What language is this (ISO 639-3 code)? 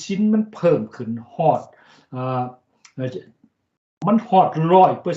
lao